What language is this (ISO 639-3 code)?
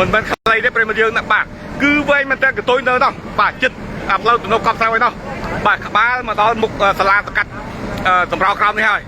khm